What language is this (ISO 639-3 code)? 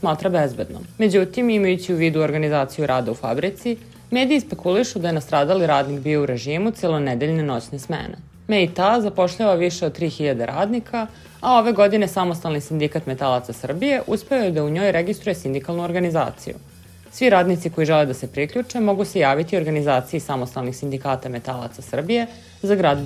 srp